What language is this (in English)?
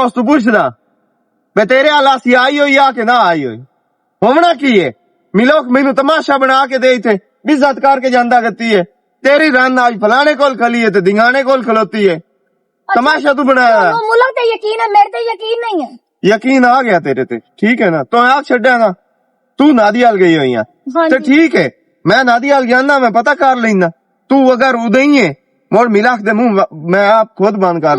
Western Panjabi